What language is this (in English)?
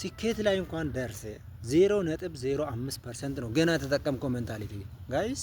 Amharic